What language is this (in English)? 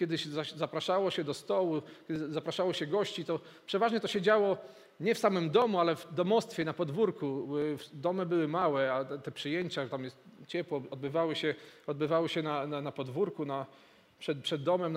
Polish